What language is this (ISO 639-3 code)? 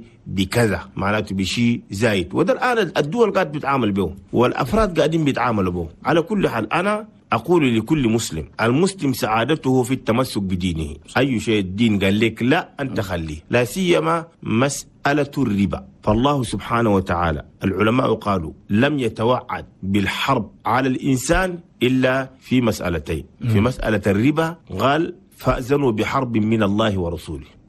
shu